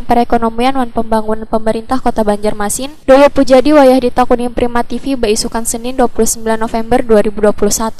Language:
Banjar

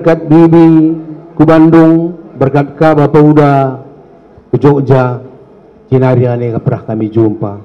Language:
Batak Karo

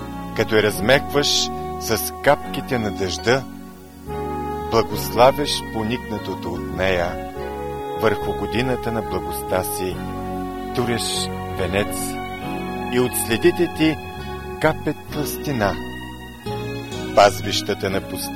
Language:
Bulgarian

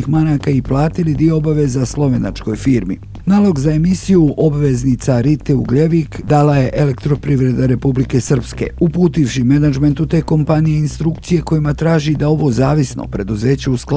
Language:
Bosnian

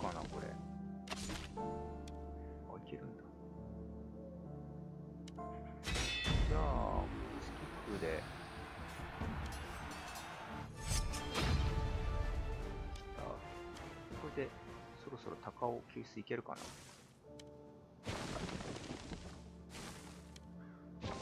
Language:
Japanese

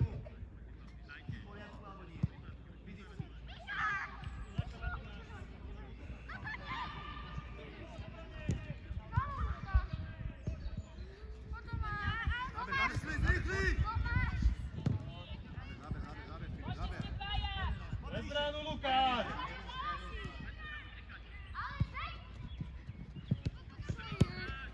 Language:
Slovak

